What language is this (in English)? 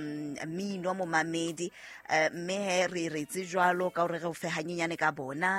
Southern Sotho